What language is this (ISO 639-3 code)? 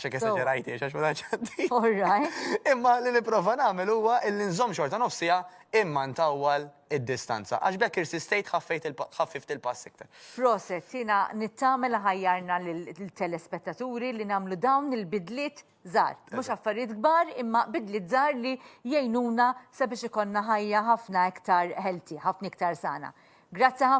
mlt